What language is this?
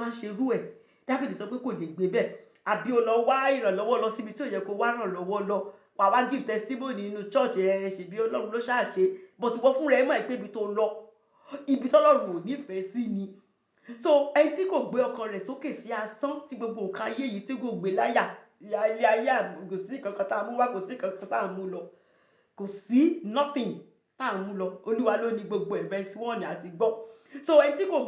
Yoruba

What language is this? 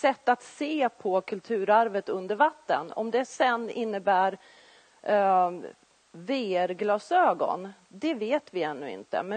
Swedish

